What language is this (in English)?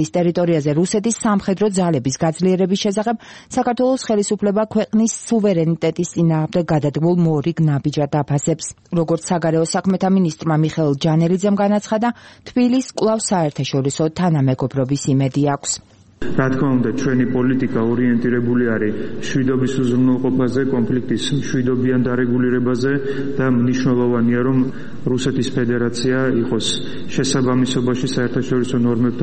Georgian